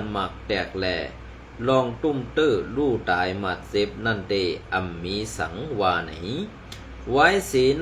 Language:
Shan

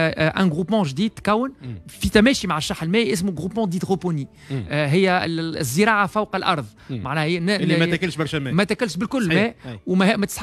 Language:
Tunisian Arabic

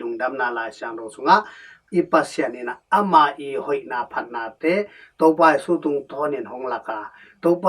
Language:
Tedim Chin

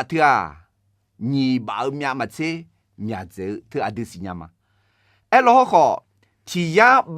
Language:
Akha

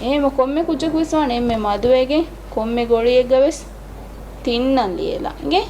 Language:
Divehi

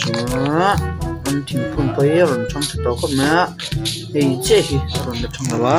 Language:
Mizo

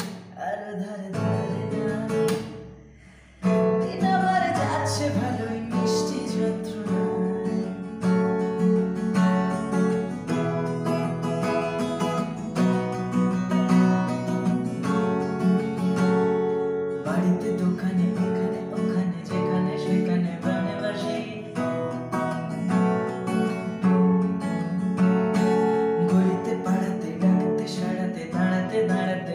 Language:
Bangla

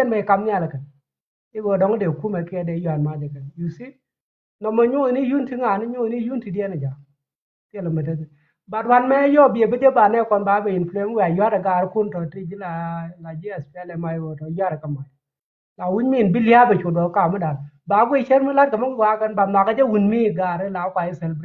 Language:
Nuer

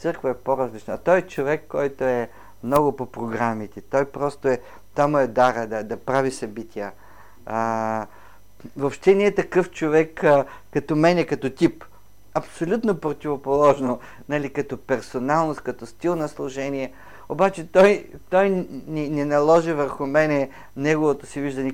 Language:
Bulgarian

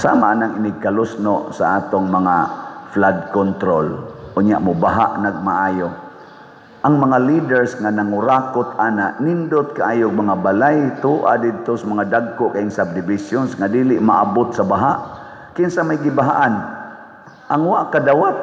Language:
Cebuano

